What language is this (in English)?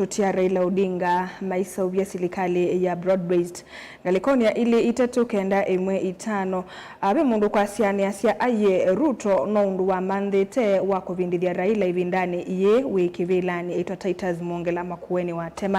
Kamba